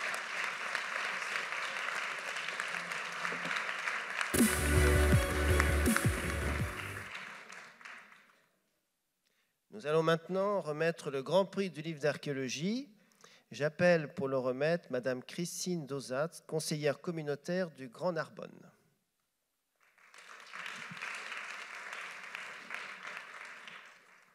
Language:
French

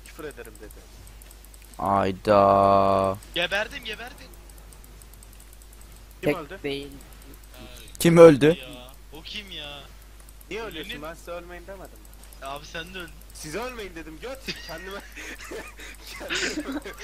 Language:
Turkish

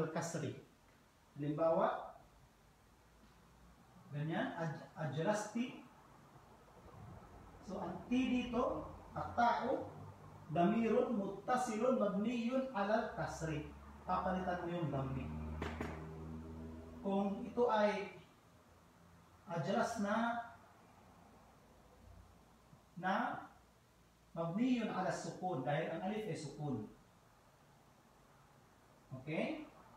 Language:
Filipino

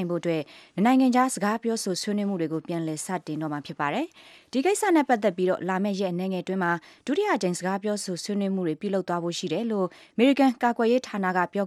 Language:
Burmese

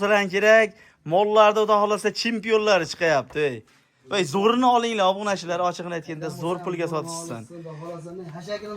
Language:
Uzbek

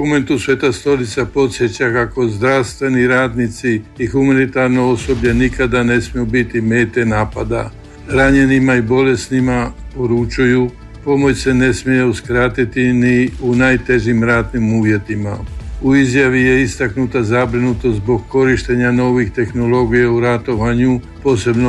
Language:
Croatian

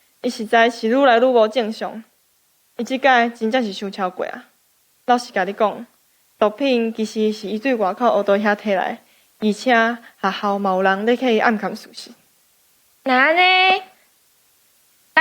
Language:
Min Nan Chinese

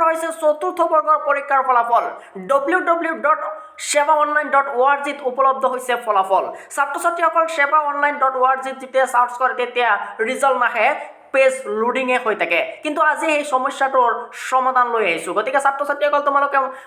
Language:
Assamese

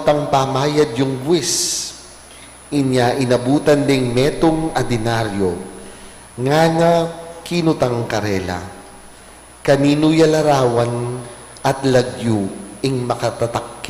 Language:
Pampanga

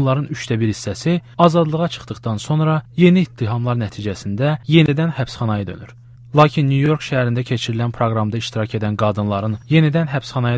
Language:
Azerbaijani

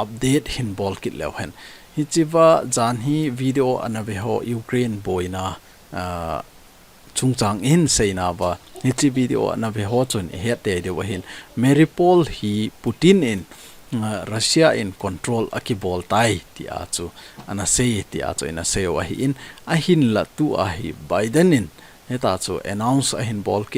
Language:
Thado Chin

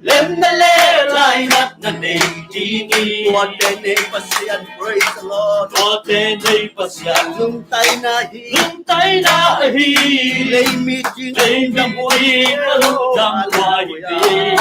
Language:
Tedim Chin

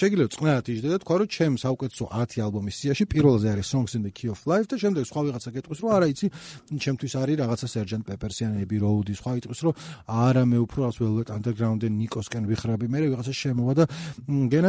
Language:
Georgian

